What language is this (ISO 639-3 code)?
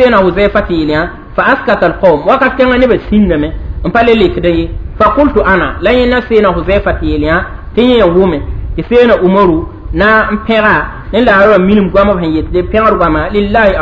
mos